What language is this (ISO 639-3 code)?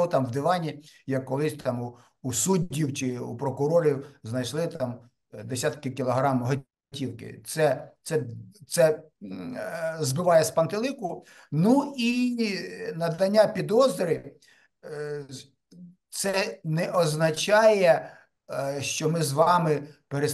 ukr